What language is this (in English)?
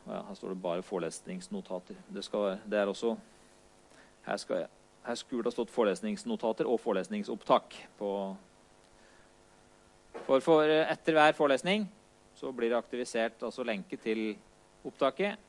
Norwegian